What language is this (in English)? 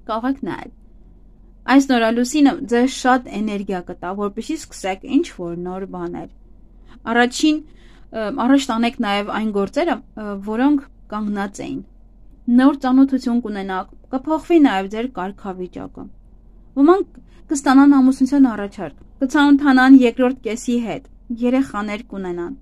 Armenian